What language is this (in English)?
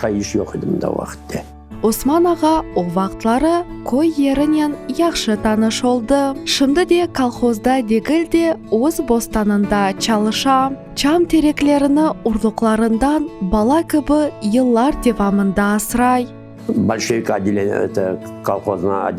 Crimean Tatar